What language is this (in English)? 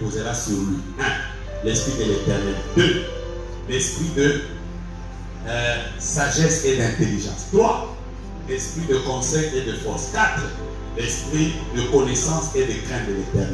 French